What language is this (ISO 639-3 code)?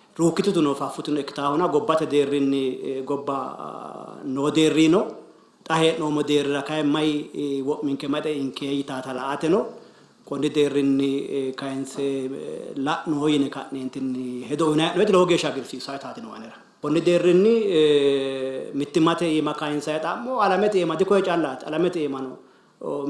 sid